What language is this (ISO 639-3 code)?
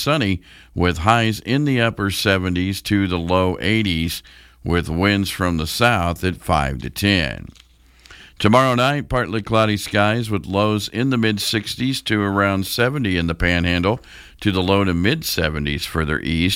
eng